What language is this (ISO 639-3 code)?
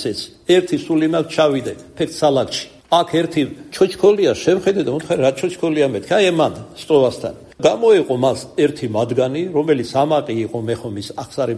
kat